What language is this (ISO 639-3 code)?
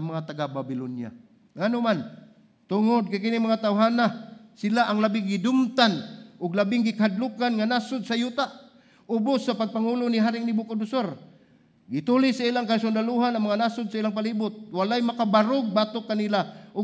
ceb